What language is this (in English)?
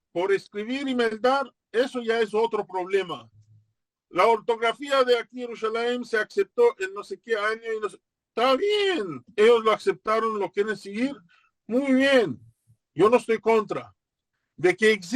Ladino